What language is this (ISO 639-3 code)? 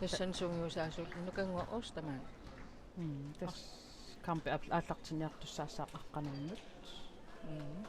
kal